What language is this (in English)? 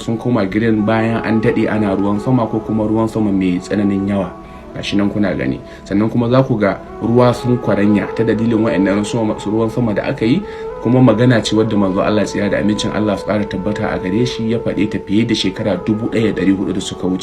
Hausa